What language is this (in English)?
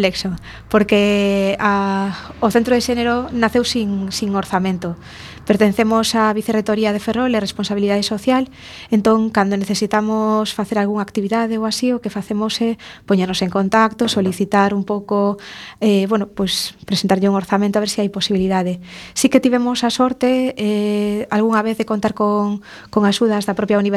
Galician